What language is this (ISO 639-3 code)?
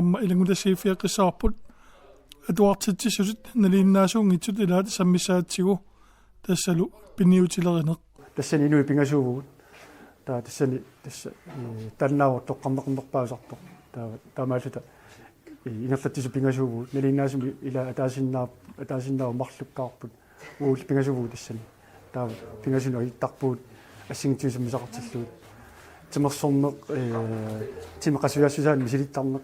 kal